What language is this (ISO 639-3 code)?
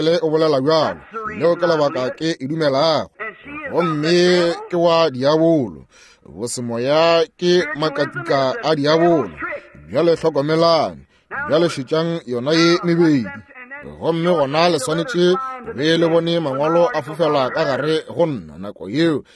nso